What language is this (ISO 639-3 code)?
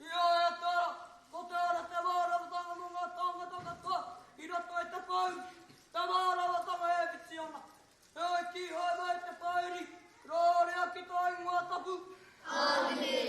mri